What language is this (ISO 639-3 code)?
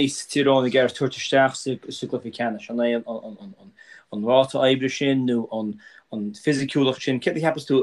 gle